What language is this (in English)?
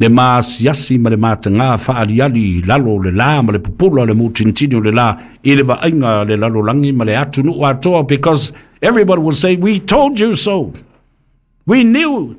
Samoan